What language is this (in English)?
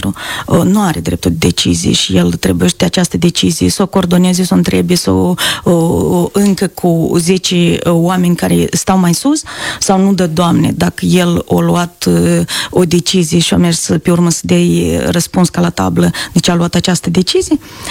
Romanian